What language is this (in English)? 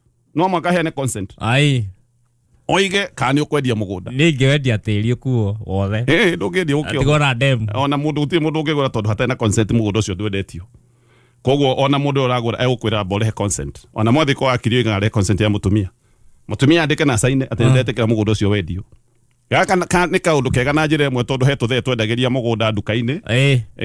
Kikuyu